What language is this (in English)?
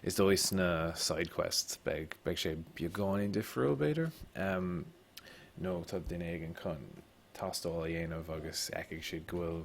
Irish